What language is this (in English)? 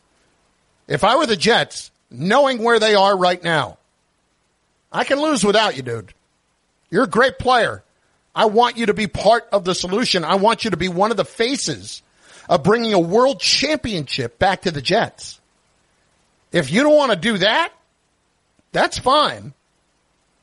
English